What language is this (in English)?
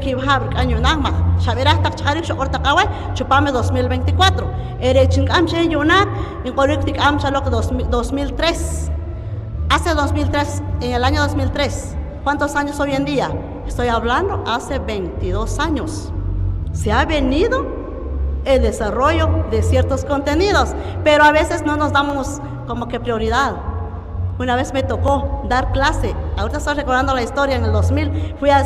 Poqomchi'